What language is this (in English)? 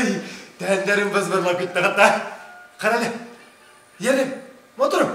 Bashkir